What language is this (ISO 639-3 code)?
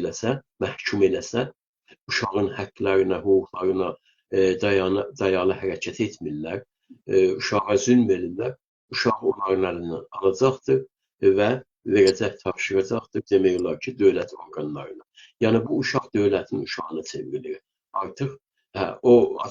azb